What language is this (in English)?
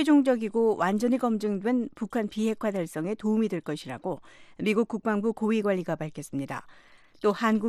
Korean